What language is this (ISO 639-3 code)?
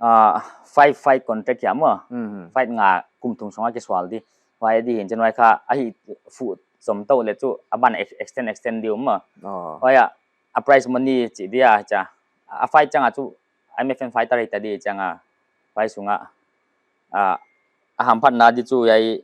pck